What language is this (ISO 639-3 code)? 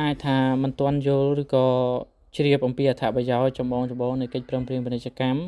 khm